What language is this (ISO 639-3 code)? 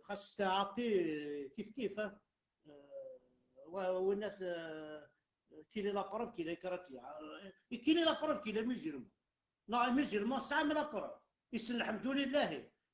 kab